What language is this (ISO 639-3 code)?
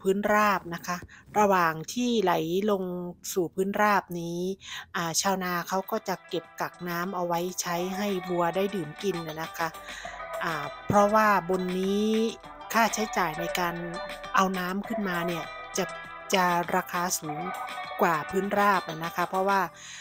tha